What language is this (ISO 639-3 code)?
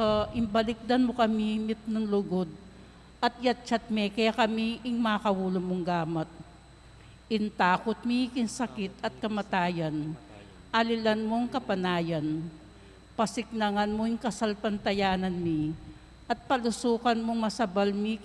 pam